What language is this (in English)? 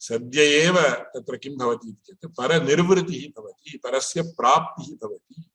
Sanskrit